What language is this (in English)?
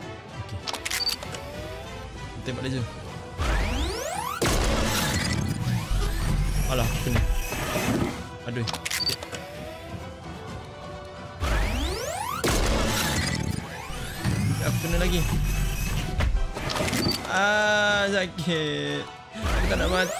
Malay